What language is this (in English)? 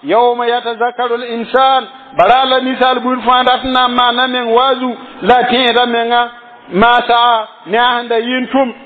Mossi